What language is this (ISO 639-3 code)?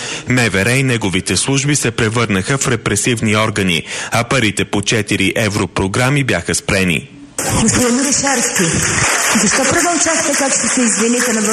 bul